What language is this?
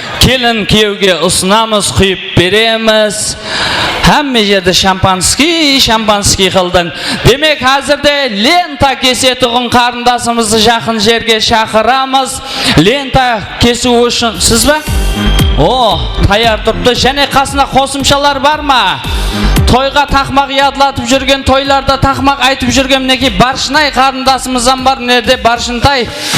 Kara-Kalpak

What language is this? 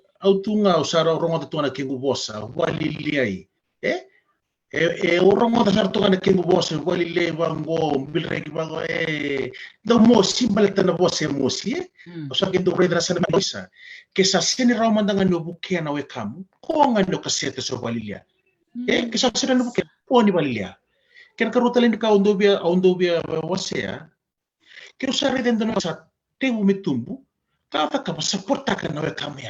Fijian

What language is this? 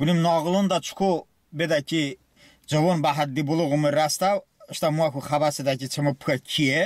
Talysh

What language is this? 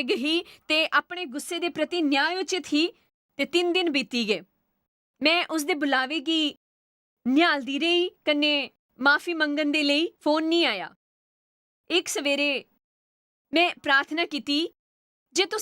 Dogri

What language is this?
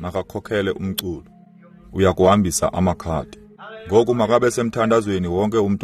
Xhosa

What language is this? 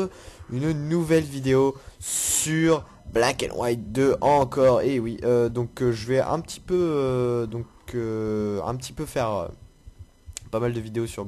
French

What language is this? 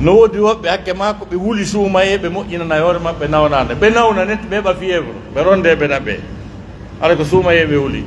Pular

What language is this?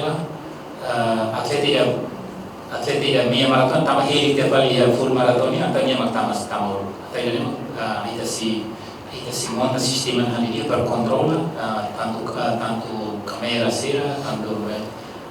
Tetum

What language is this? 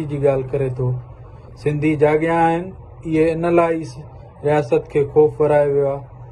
Sindhi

